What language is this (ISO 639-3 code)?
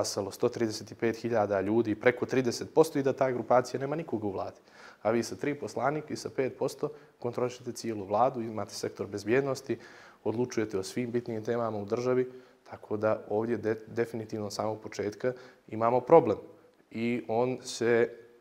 bos